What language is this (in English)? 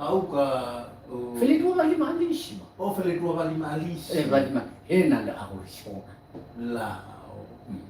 Nias